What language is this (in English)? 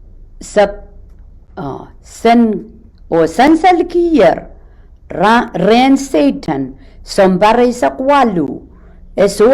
Pohnpeian